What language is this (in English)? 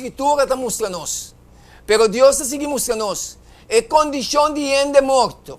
Papiamento